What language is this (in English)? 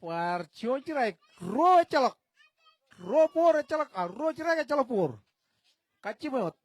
Marshallese